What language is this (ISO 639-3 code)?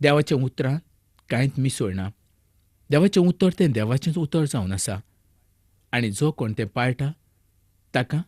kok